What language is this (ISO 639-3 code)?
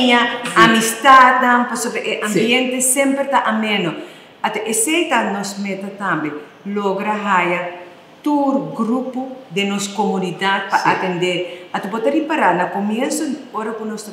pap